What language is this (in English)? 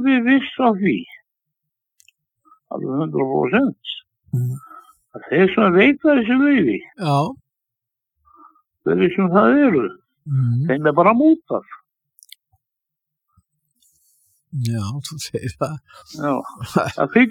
Icelandic